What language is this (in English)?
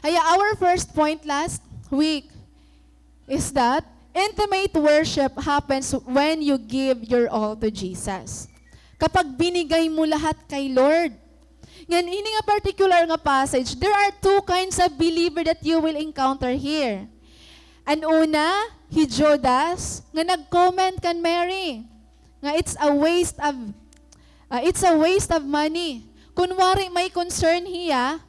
Waray